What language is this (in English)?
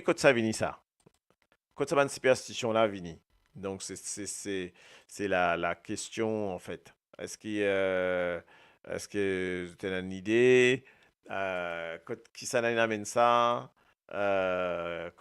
Morisyen